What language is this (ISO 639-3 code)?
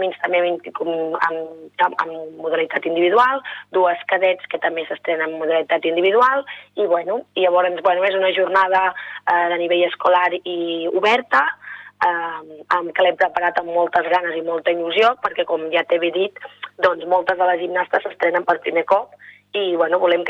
cat